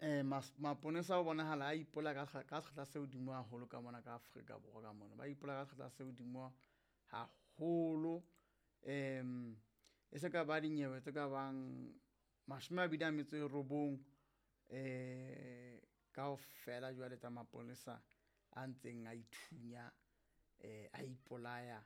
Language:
Southern Sotho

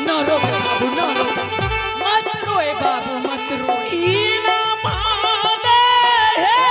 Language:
Angika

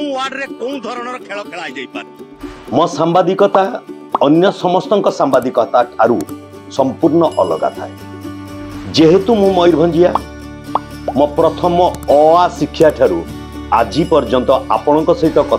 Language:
Odia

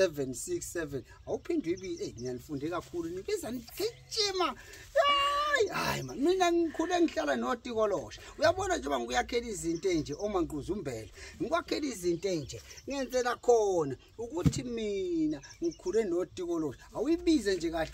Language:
Zulu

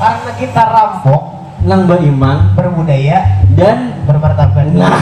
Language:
Banjar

